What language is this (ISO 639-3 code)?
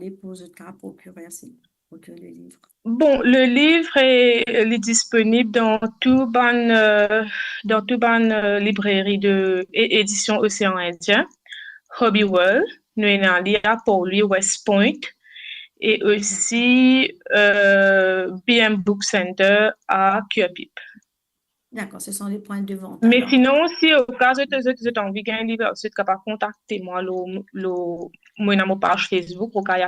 mfe